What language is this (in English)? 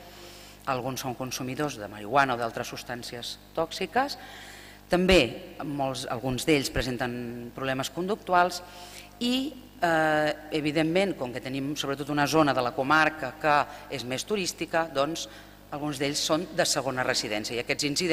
Catalan